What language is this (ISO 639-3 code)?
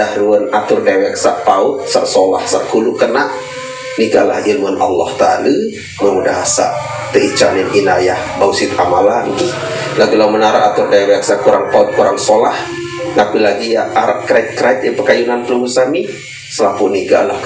sas